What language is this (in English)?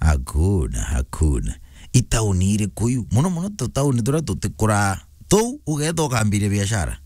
Meru